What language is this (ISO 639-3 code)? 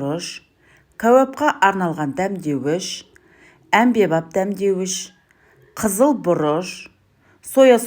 kaz